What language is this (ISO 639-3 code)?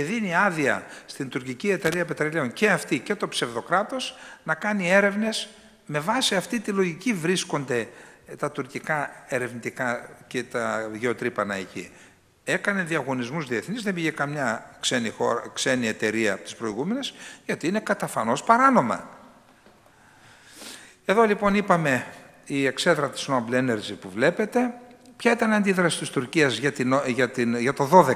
ell